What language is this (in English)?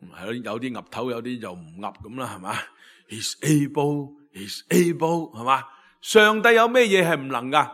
Cantonese